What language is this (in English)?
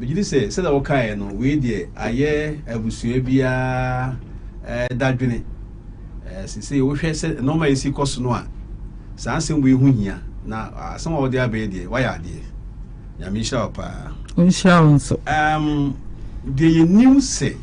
Akan